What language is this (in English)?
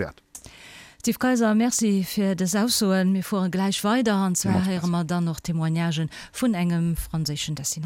Luxembourgish